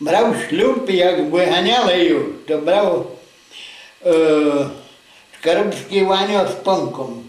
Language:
Rusyn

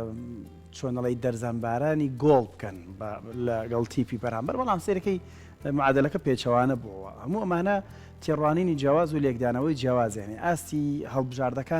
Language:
Central Kurdish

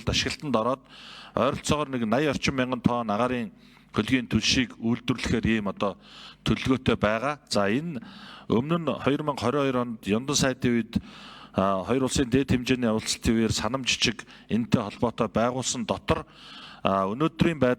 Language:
Mongolian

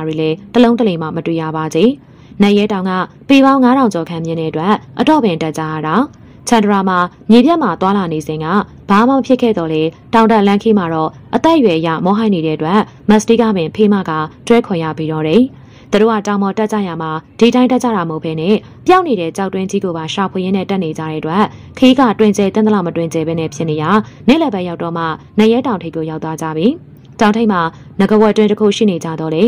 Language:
Burmese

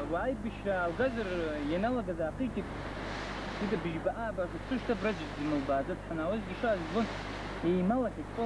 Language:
Abkhazian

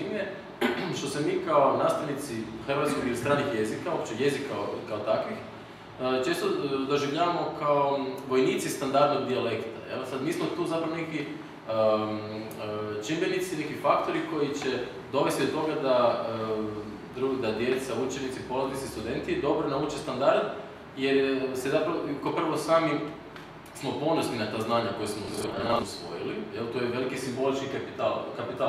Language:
Croatian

